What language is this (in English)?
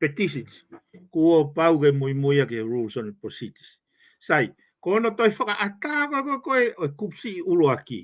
Tongan